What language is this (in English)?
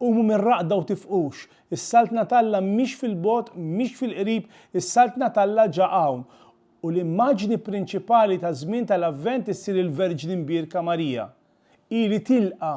Maltese